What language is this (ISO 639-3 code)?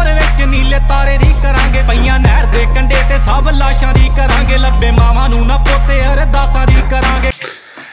pan